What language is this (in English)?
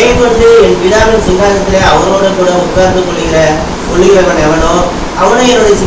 Tamil